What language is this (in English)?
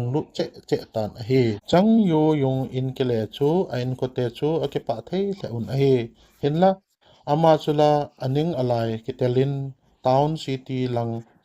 Thado Chin